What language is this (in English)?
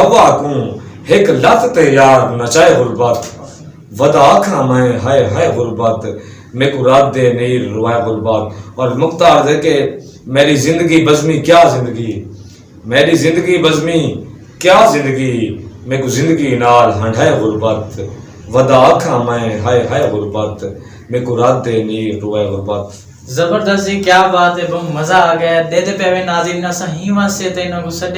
Saraiki